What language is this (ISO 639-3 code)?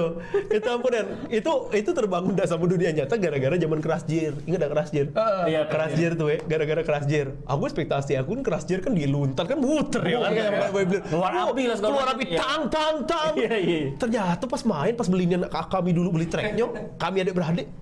mui